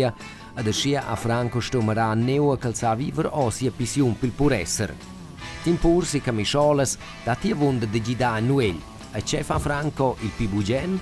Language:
Romansh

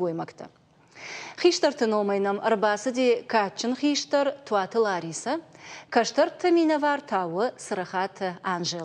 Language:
Ossetic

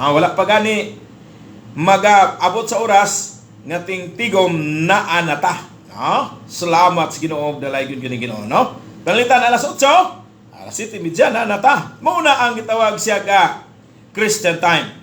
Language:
Cebuano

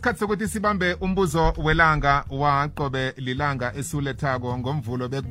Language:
South Ndebele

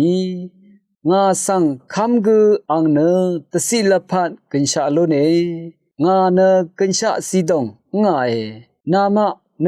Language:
Rawang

